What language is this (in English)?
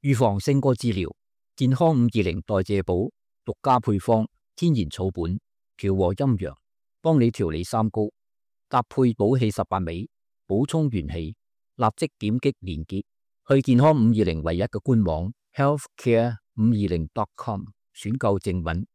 Cantonese